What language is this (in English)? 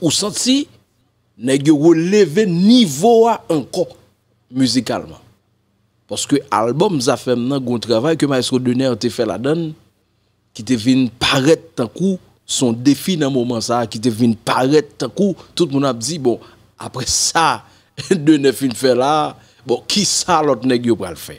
Haitian Creole